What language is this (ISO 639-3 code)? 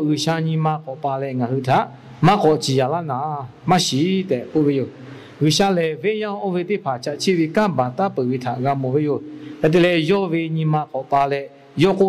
lhu